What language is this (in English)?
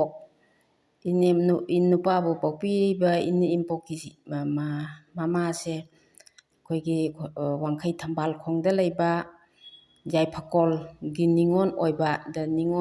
Manipuri